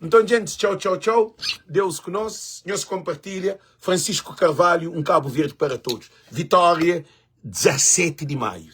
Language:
Kabuverdianu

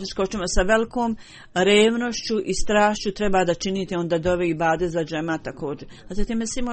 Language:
Bosnian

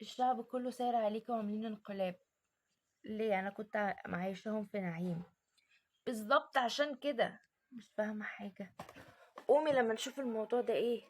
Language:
Egyptian Arabic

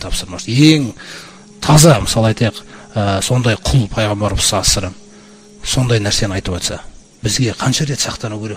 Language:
Kazakh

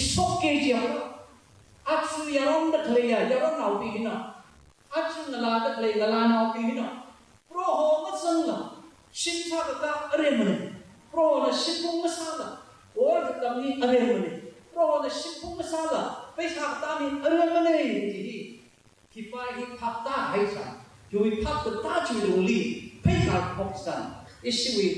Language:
Tangkhul Naga (India)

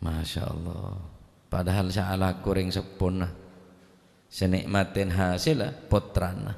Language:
Madurese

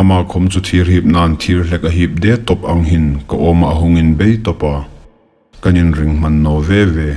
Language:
Hmar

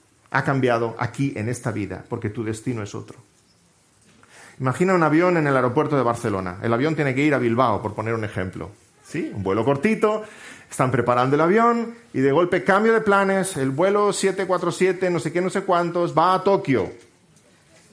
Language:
Spanish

